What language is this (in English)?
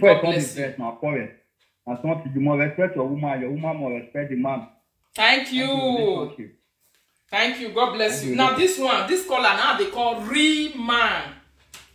Nigerian Pidgin